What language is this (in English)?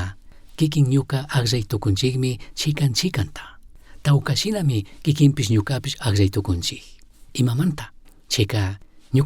Chimborazo Highland Quichua